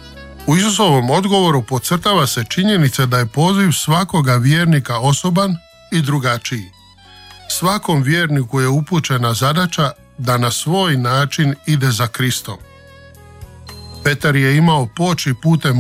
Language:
Croatian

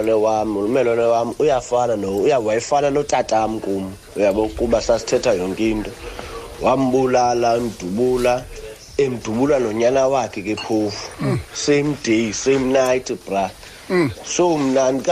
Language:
Xhosa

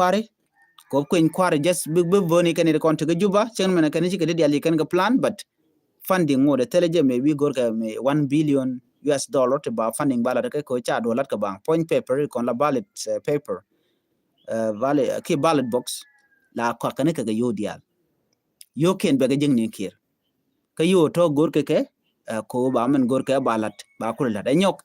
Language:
Nuer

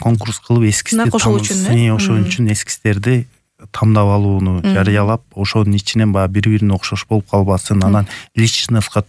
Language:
Kyrgyz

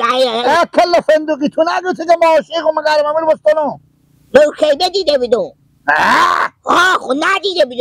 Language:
Persian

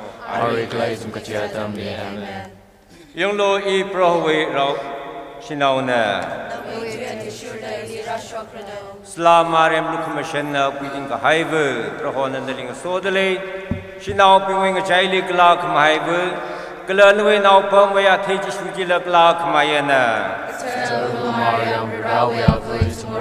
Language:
Tangkhul Naga (India)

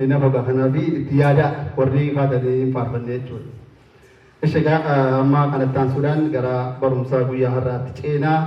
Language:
Oromo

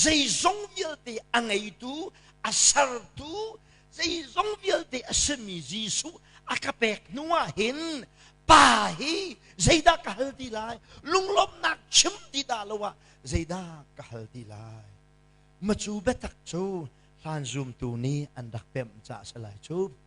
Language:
Hakha Chin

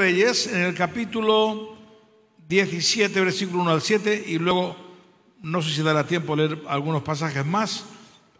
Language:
Spanish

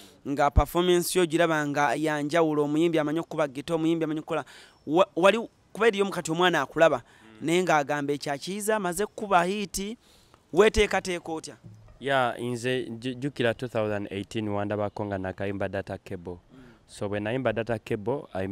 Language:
Ganda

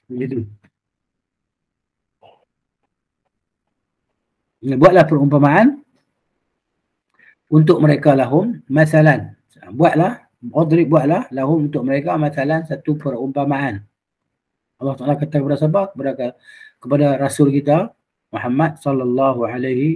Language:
Malay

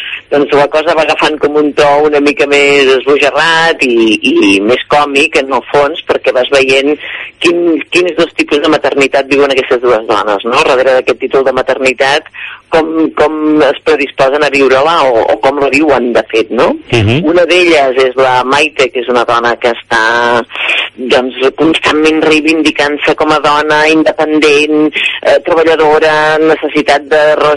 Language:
Catalan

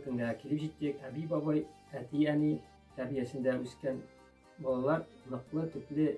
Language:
Tatar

